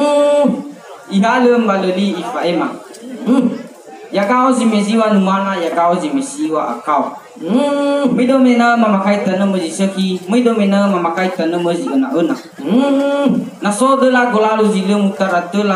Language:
Nias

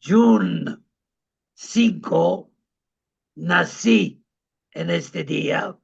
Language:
Ladino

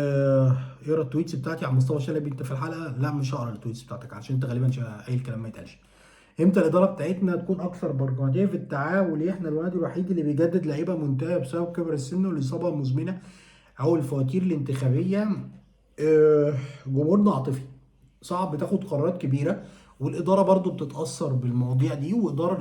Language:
Egyptian Arabic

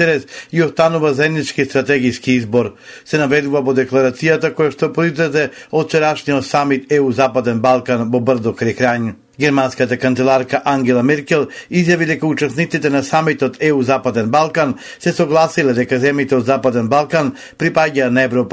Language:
Macedonian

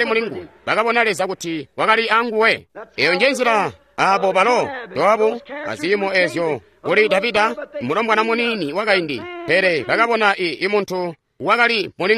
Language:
Tonga (Zambia)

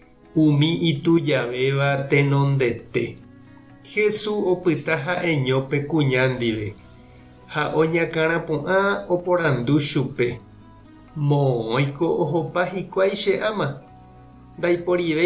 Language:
Guarani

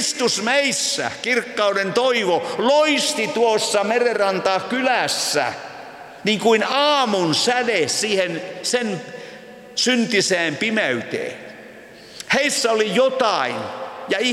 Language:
Finnish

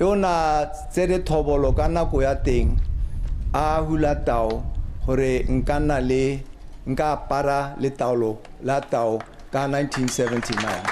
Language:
Tswana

